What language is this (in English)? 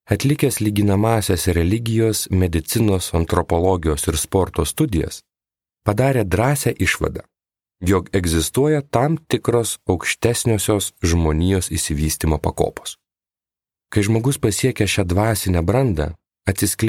Lithuanian